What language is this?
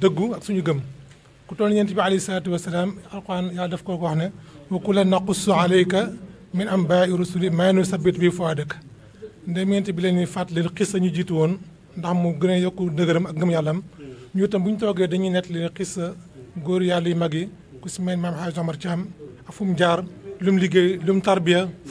Wolof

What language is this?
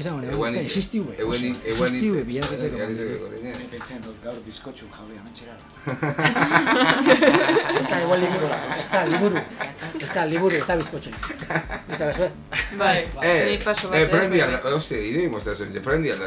Basque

